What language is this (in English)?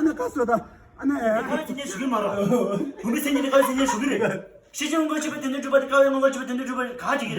Tibetan